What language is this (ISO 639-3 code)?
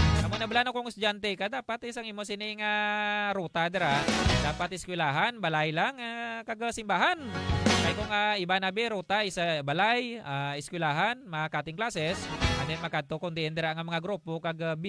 hil